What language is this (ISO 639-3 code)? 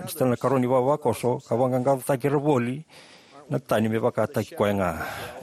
fij